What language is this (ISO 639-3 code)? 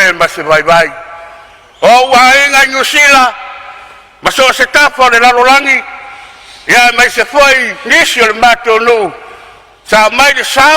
smo